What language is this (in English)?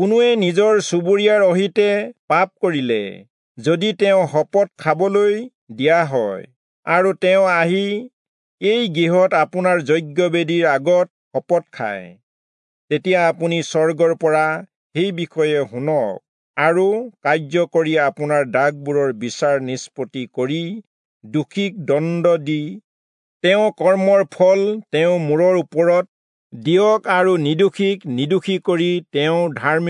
Assamese